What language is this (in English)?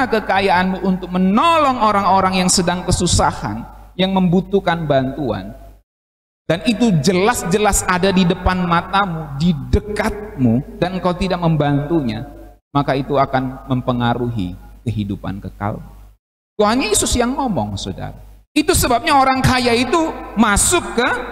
Indonesian